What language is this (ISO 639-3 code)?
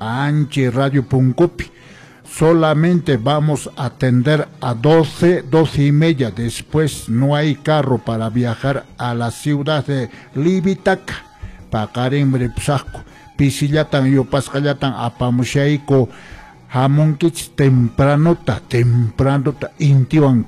que